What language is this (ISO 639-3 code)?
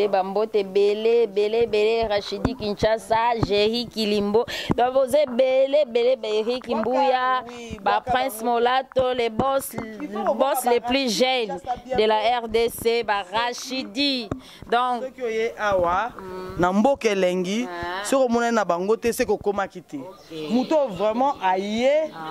lin